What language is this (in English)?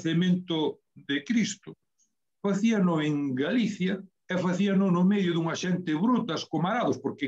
Galician